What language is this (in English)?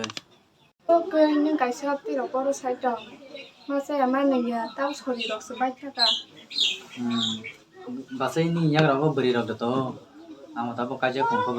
Kok Borok